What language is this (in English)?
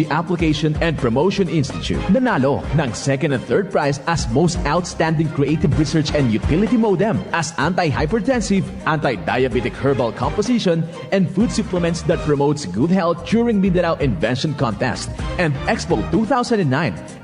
Bikol